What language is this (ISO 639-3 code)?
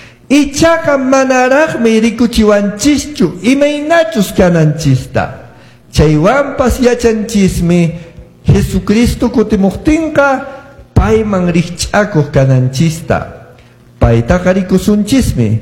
que